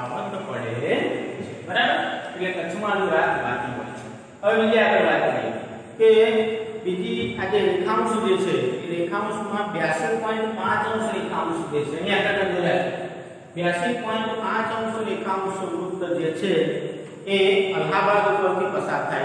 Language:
Gujarati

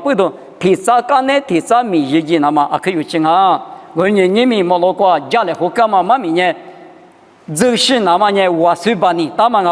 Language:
Lisu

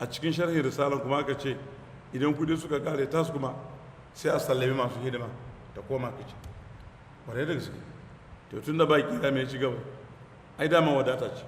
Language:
Hausa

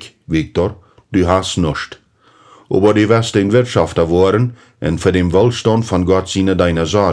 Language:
Plautdietsch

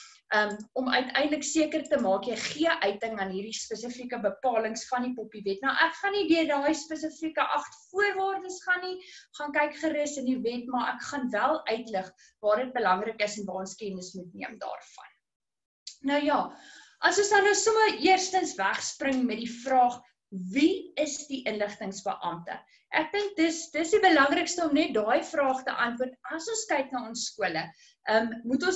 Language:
Afrikaans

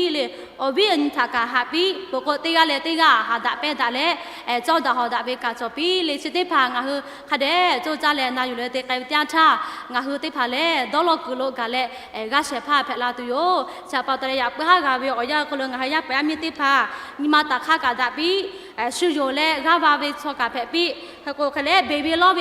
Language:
Lahu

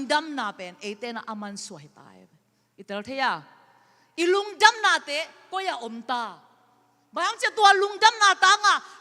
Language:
Tedim Chin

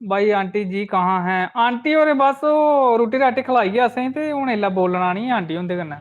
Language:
Dogri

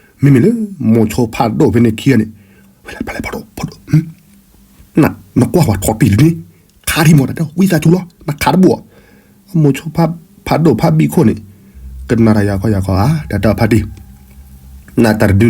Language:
S'gaw Karen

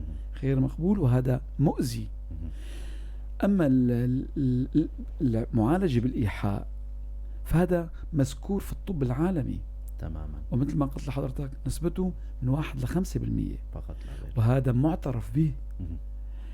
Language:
North Levantine Arabic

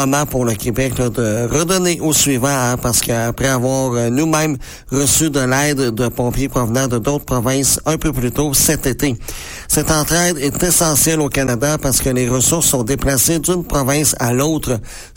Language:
French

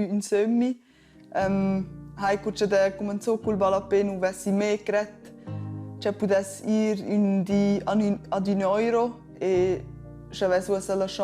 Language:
Romansh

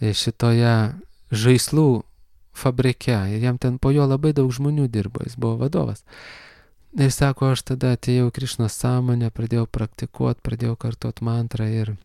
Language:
Lithuanian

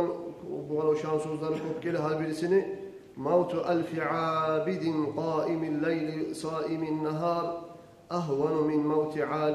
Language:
Kumyk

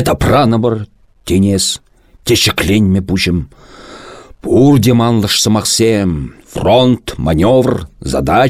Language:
Chuvash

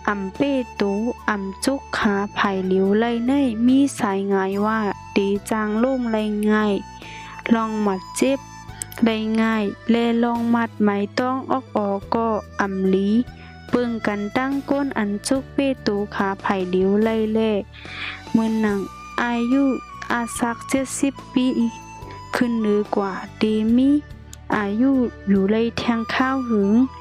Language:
Shan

